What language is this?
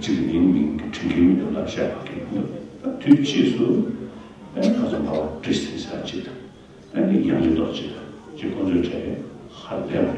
Tibetan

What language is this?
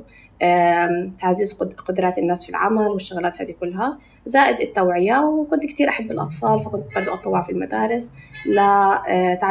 North Levantine Arabic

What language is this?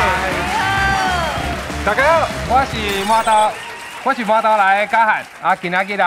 Min Nan Chinese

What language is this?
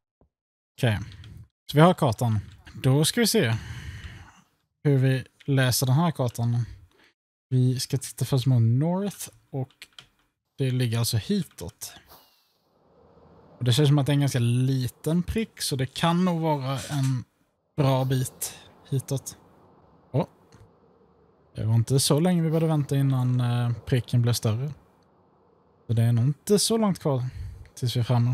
Swedish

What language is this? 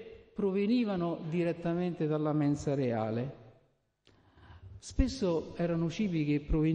Italian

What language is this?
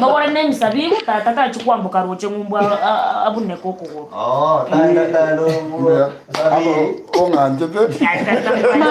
Gusii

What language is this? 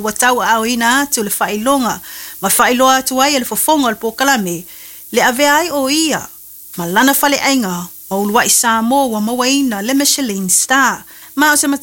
Samoan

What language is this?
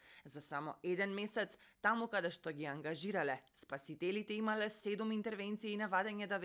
Macedonian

